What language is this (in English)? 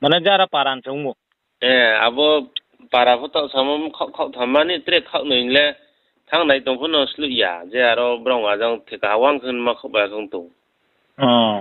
Riang (India)